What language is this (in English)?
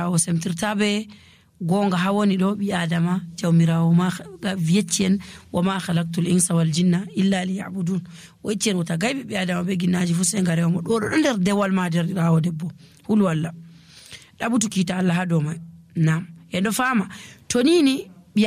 Nigerian Fulfulde